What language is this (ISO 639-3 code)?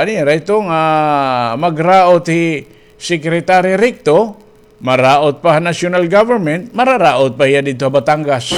war